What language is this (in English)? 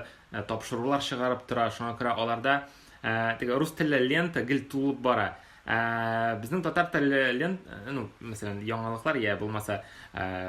Tatar